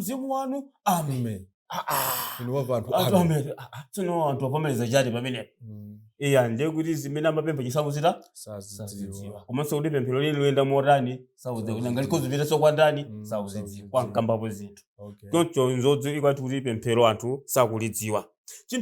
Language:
Nyanja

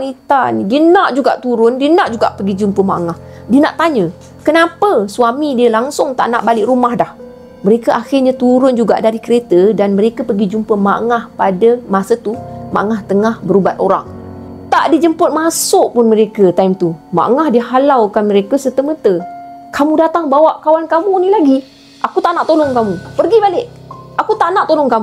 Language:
Malay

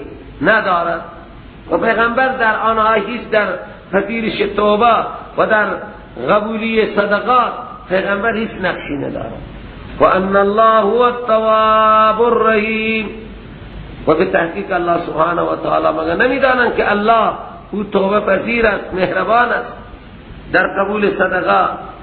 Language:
Persian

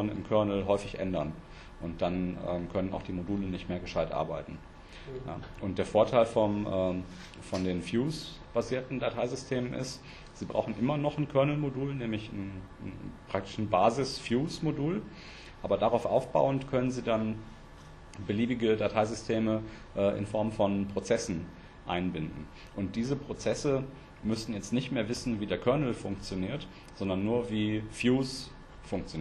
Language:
German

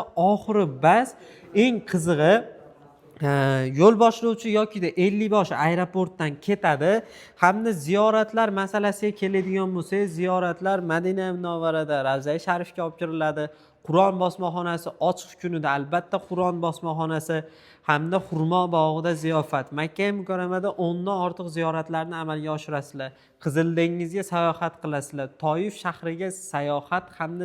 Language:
Uzbek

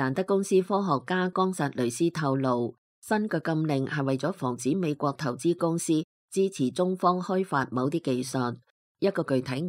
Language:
Cantonese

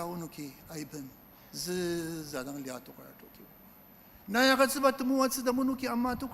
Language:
Ao Naga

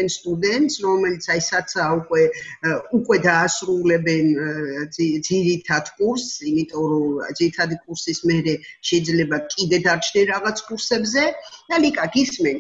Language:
Georgian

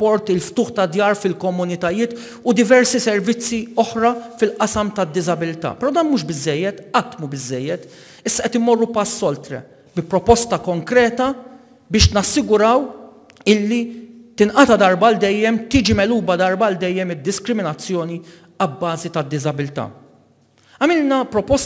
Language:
Maltese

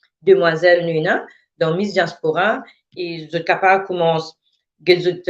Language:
Morisyen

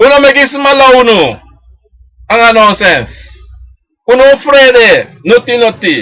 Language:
Sranan Tongo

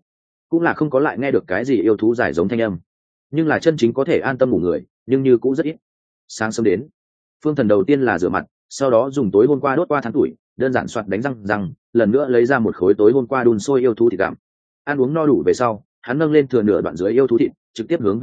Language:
Vietnamese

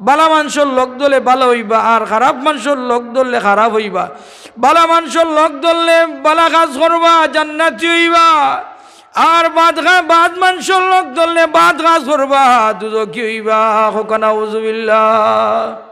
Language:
Sylheti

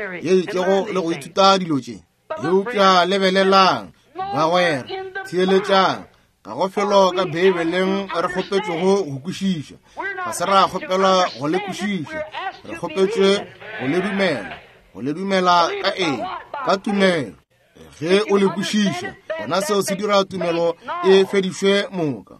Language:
Northern Sotho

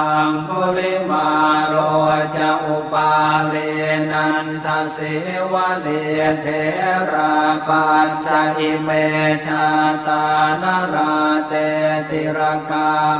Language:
Pali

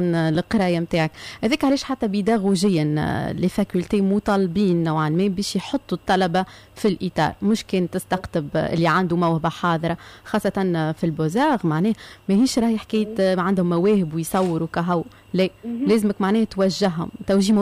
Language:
Tunisian Arabic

